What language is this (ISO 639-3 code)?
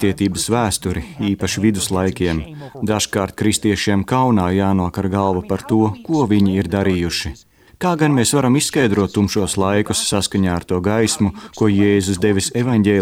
lav